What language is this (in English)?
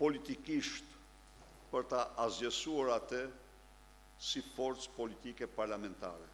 Albanian